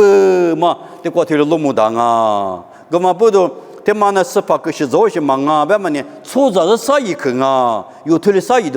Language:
Lisu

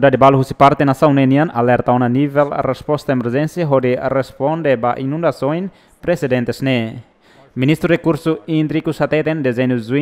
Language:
Tetum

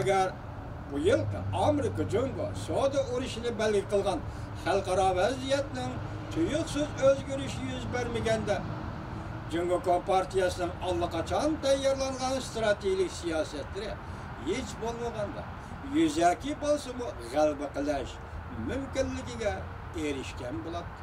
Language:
Uyghur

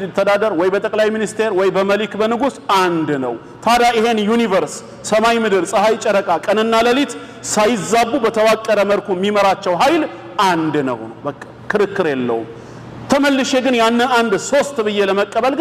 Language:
Amharic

